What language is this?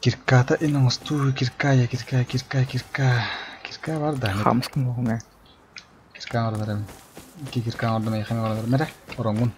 Yakut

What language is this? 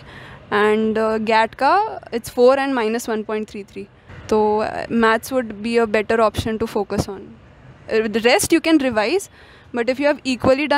Hindi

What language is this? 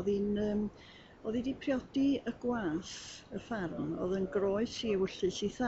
Welsh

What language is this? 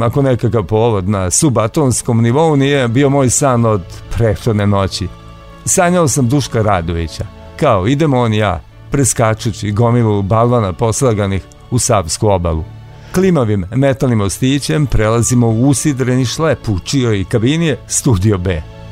Serbian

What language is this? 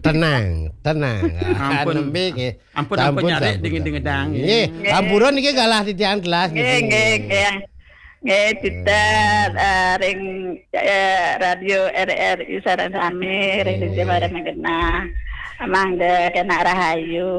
Balinese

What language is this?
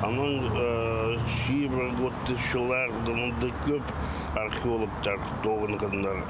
Khakas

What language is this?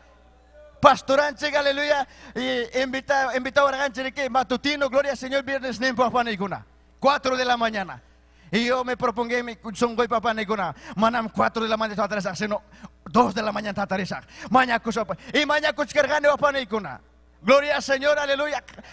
Ayacucho Quechua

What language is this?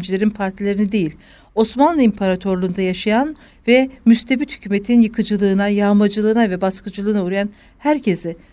Turkish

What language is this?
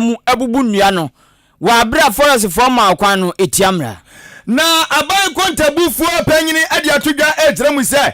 Akan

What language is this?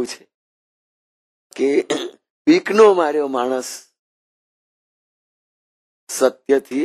Gujarati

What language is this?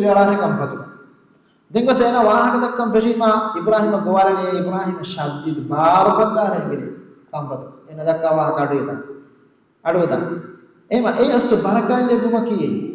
Divehi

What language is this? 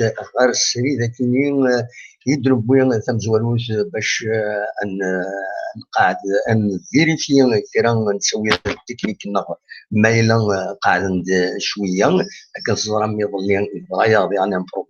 Kabyle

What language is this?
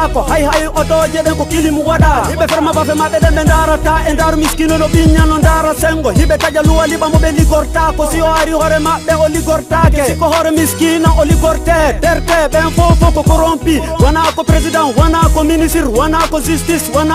Fula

